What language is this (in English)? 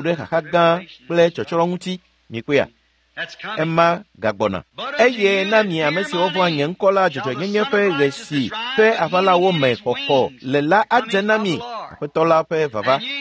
Ewe